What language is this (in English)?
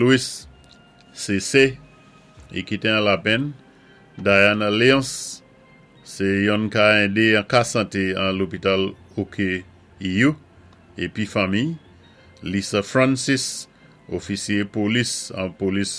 Saint Lucian Creole French